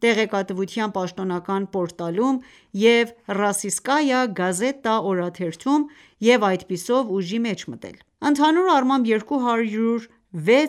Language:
Armenian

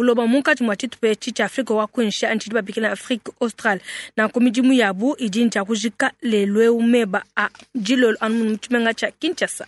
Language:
Luba-Lulua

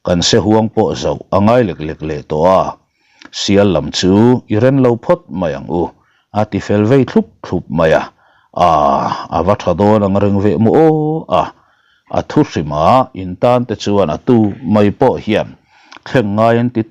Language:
Mizo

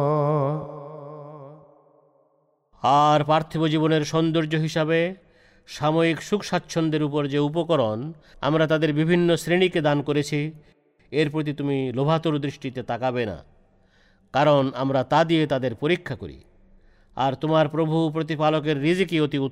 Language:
Bangla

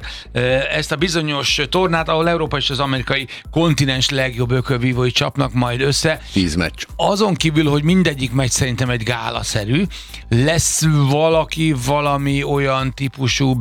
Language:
Hungarian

